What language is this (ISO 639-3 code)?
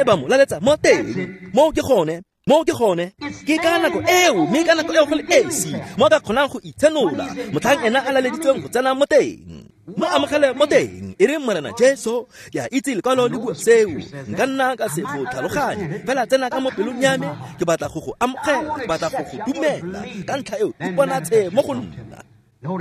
tsn